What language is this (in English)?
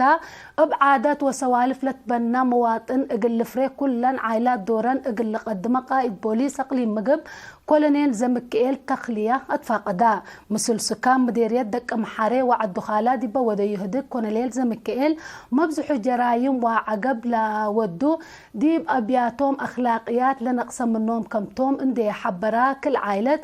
Tigre